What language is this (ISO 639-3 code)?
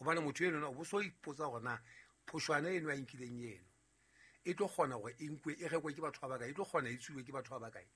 sot